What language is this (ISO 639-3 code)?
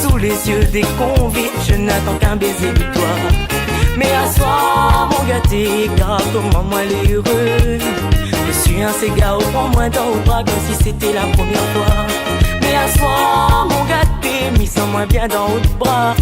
rcf